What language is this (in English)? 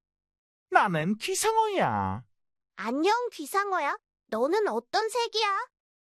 Korean